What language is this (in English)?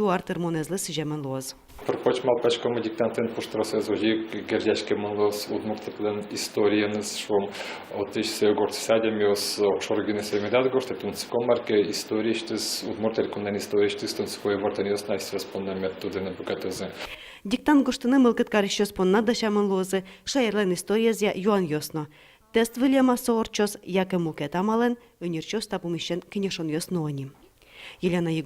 Udmurt